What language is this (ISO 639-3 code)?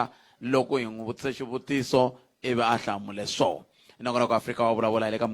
tso